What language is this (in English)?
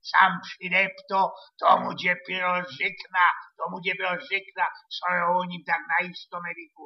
Silesian